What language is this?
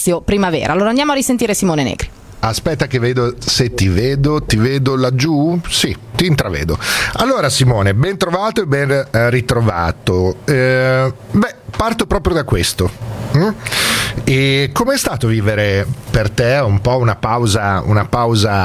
Italian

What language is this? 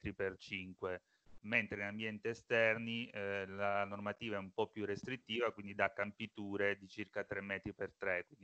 Italian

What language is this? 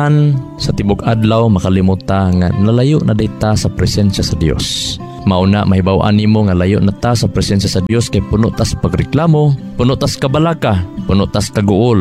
Cebuano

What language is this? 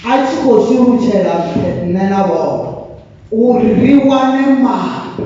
Venda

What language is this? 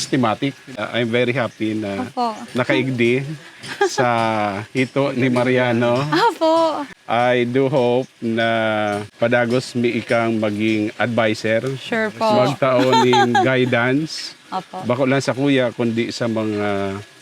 Bikol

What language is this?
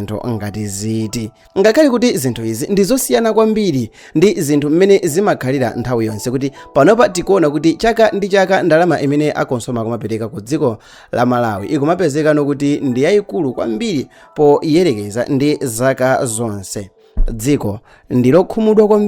Nyanja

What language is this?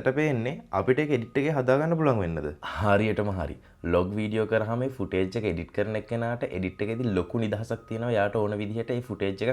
Sinhala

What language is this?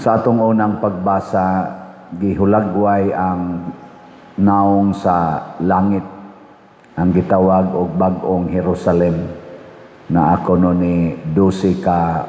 Cebuano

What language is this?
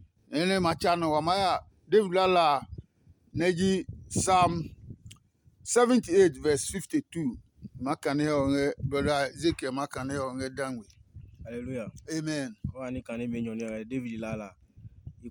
Adangme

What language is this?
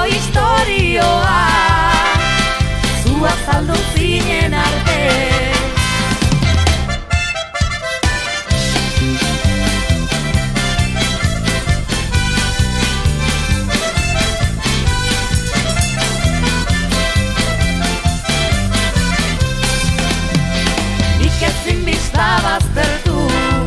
Basque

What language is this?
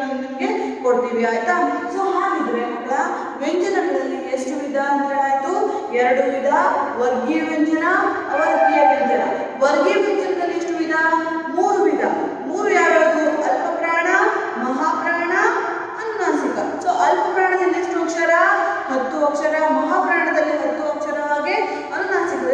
Kannada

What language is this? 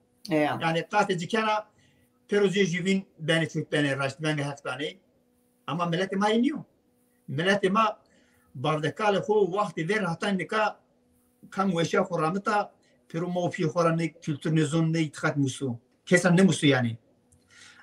Zaza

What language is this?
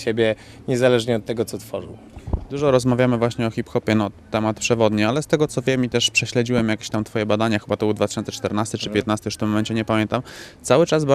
Polish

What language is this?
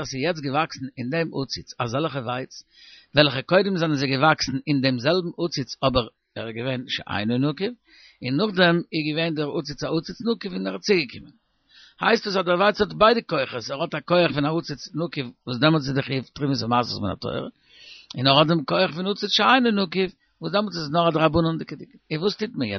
Yiddish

